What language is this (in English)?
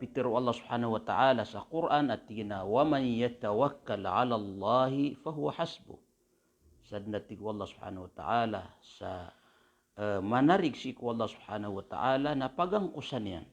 Maranao